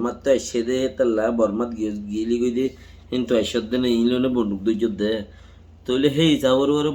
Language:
Rohingya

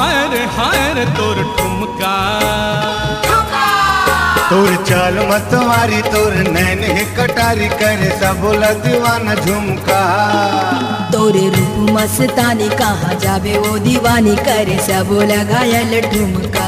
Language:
Chhattisgarhi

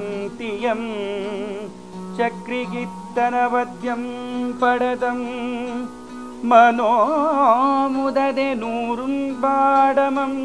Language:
Kannada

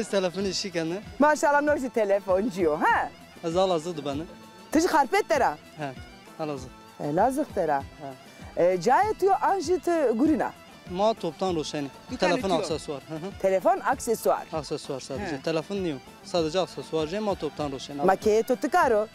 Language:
Zaza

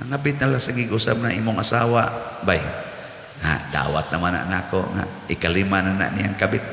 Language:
Cebuano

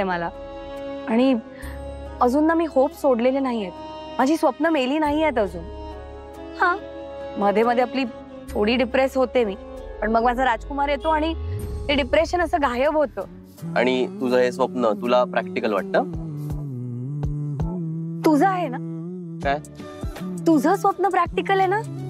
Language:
Marathi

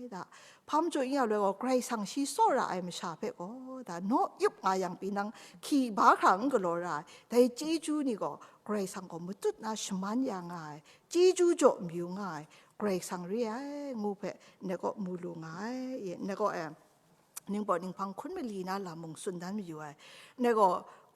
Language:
Kachin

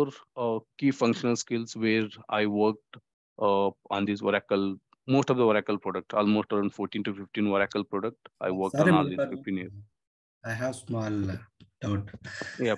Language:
English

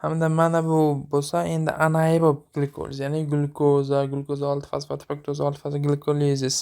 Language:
Uzbek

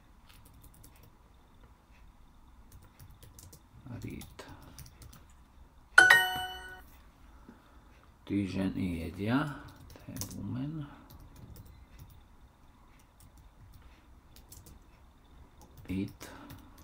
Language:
Slovak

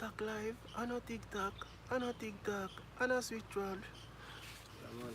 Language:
Jamaican Creole English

